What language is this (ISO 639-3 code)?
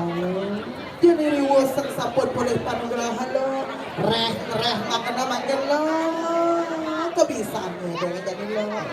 ban